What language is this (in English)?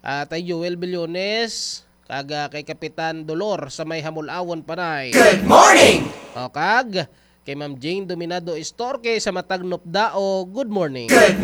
Hiligaynon